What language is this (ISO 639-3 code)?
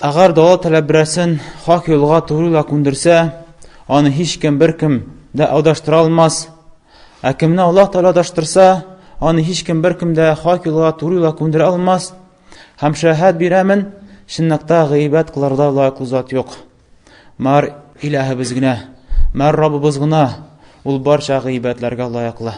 tat